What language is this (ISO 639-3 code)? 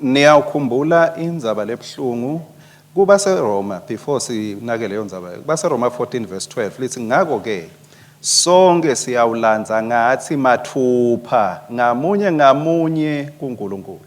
ssw